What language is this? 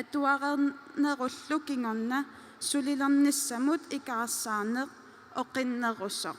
Kalaallisut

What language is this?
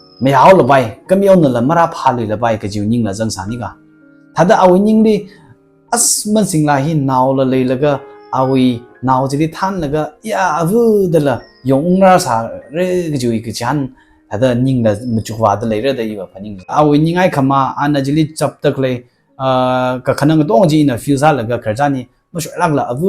Tangkhul Naga (India)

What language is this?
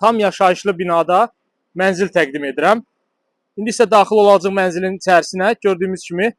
Azerbaijani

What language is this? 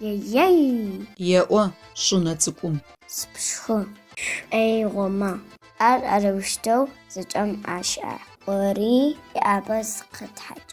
Adyghe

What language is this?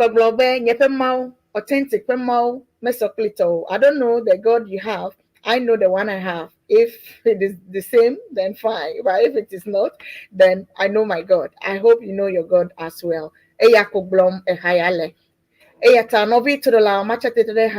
Ewe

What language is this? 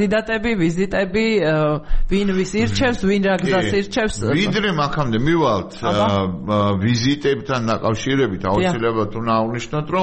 Georgian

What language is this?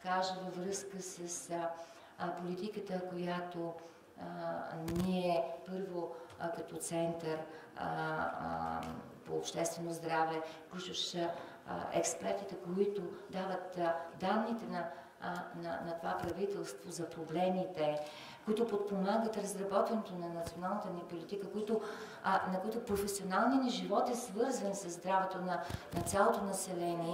Bulgarian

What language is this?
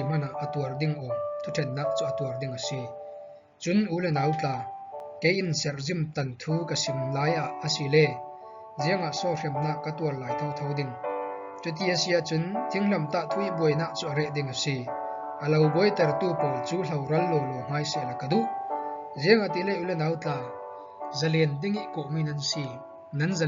Falam Chin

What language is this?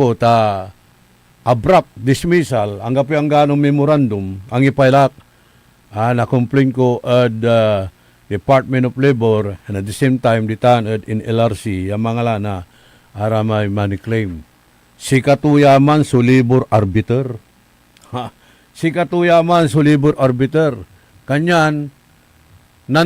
Pangasinan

